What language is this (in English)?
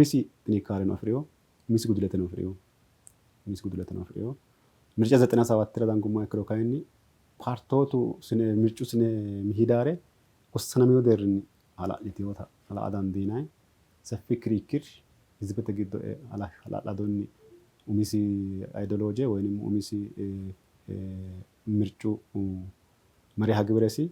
Sidamo